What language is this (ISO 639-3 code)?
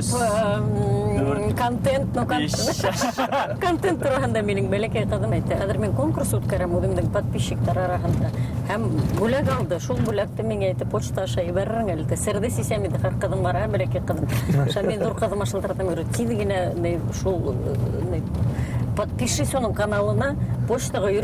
bak